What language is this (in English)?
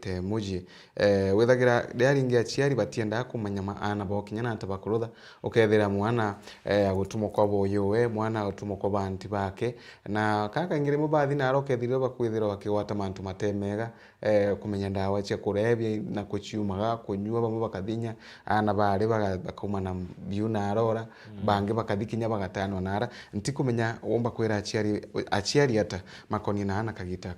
Meru